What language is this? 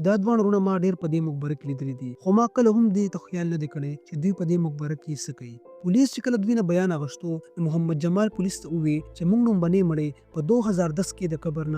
Pashto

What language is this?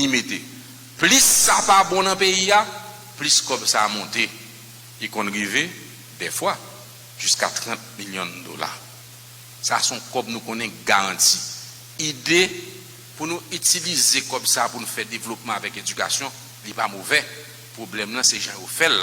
Haitian Creole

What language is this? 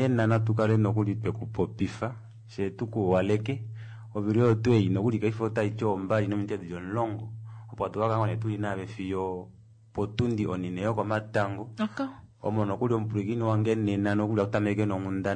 Kuanyama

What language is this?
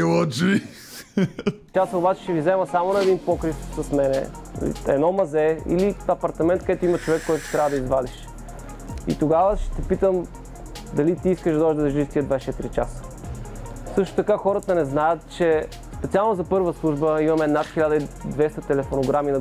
Bulgarian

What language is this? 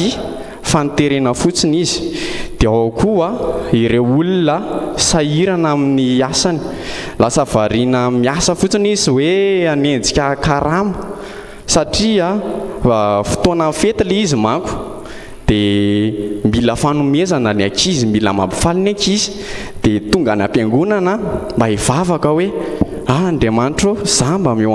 Malagasy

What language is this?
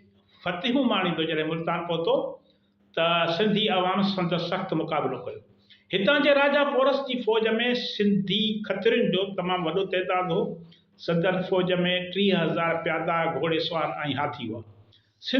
Sindhi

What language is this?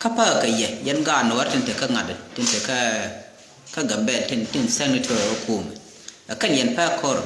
Nuer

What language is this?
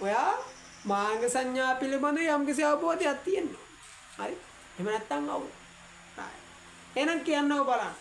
Sinhala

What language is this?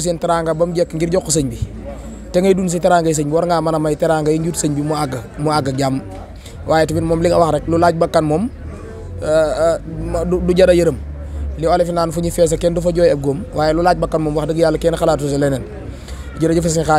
Wolof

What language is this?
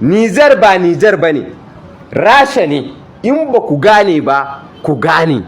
Hausa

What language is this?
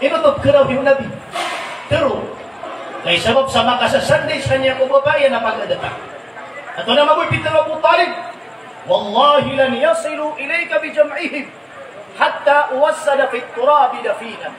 Maranao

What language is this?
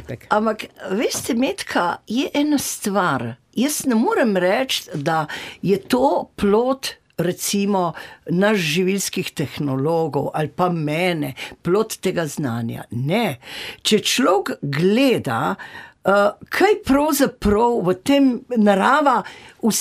Slovenian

